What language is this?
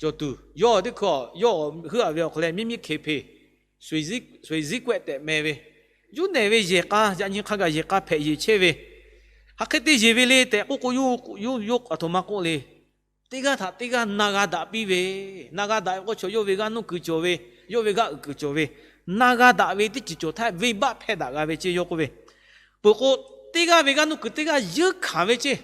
Lahu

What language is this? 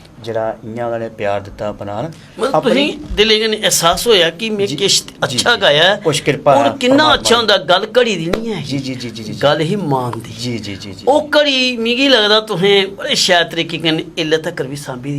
Dogri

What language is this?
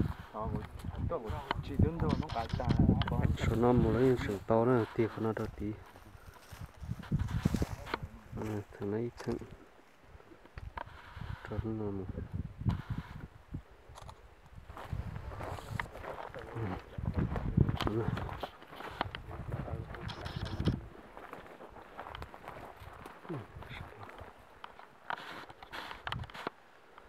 Vietnamese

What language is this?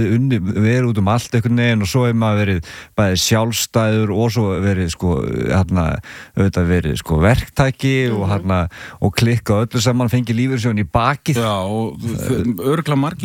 Icelandic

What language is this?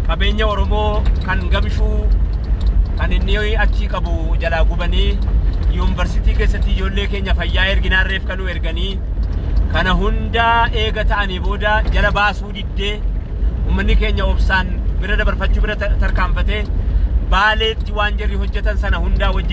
Oromo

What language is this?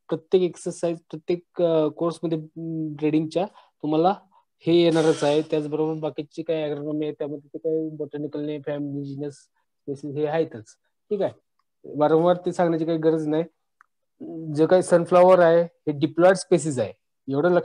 Marathi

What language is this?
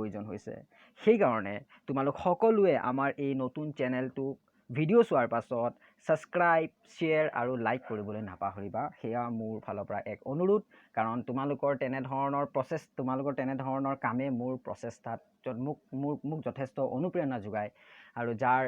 Assamese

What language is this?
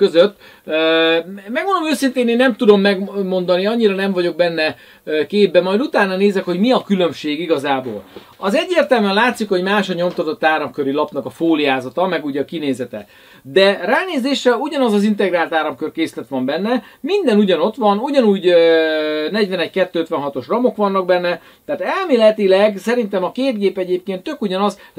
Hungarian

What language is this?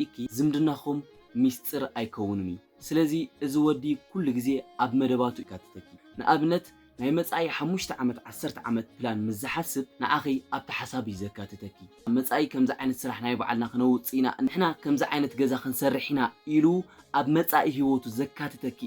Tigrinya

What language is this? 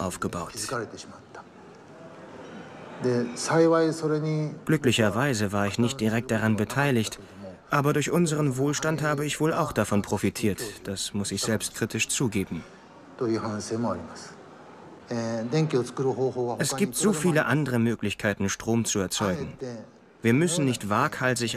German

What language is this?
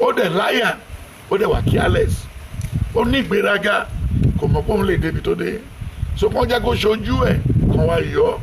Yoruba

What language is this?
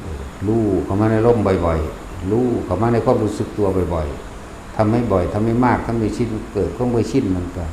Northeastern Thai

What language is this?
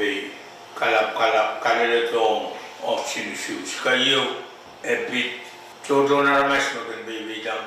Pohnpeian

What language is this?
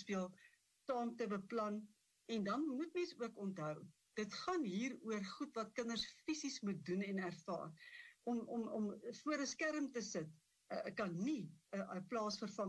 Afrikaans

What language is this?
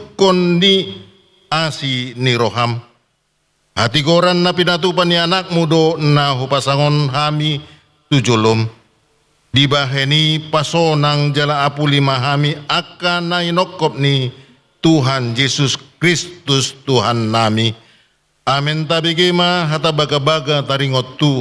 Batak Toba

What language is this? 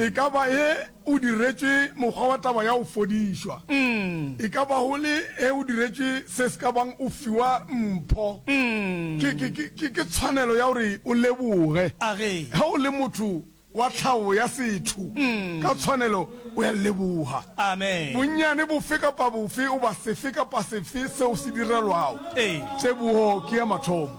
Northern Sotho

